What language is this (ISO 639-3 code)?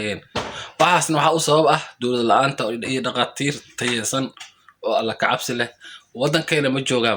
som